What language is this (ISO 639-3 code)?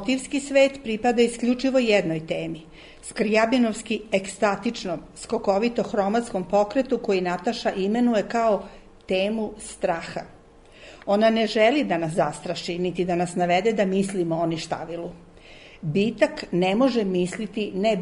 srp